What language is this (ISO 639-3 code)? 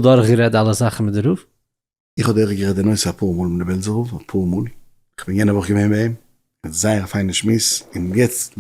yid